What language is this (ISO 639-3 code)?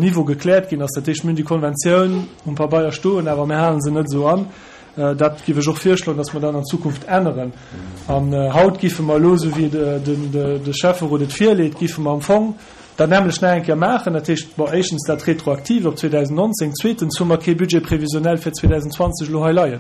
ltz